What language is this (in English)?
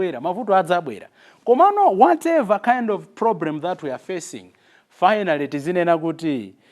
Nyanja